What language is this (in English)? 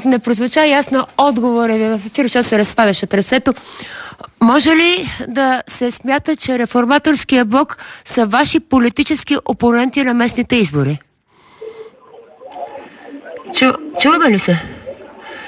Bulgarian